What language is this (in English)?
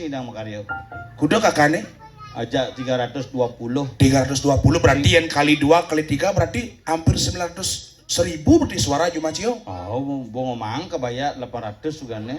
Balinese